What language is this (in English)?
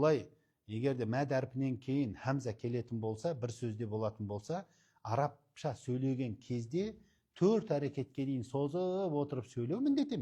Kazakh